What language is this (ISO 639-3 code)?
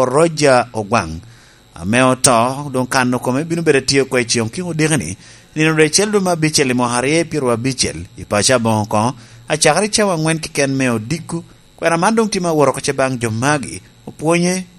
laj